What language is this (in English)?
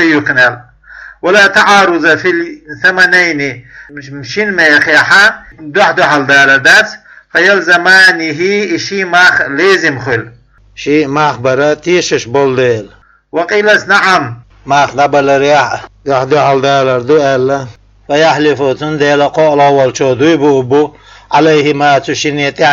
Chechen